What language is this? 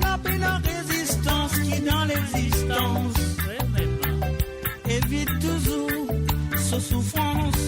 Morisyen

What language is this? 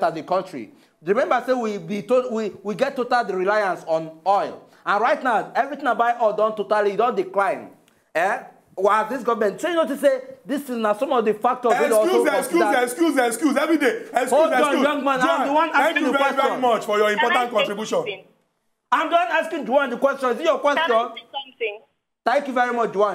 Nigerian Pidgin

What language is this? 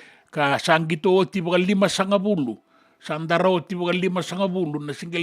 Fijian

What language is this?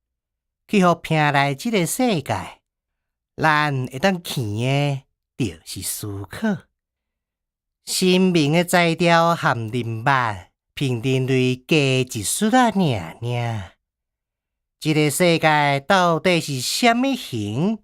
Min Nan Chinese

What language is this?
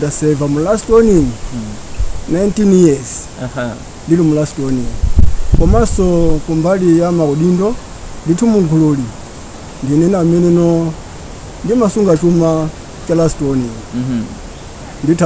Nyanja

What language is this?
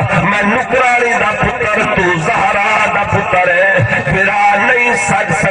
Saraiki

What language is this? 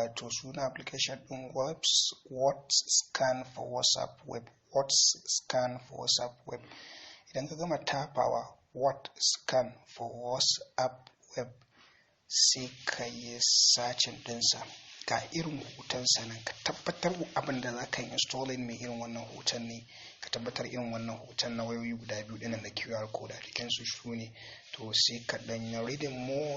Hausa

